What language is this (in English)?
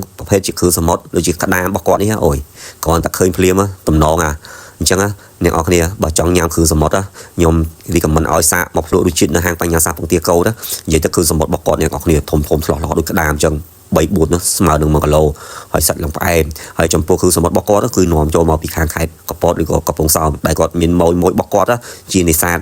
Khmer